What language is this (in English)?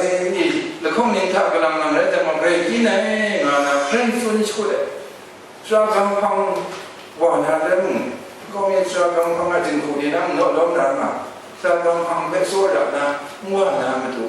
Kachin